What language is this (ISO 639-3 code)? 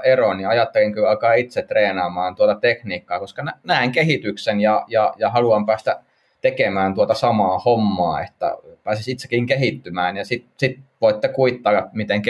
fin